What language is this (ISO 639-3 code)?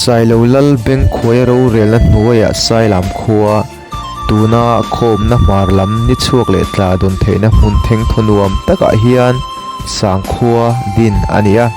lus